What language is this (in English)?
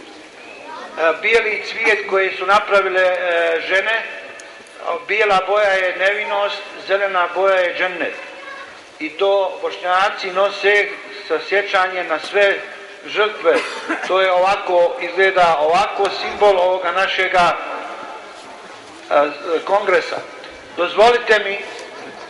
Bosnian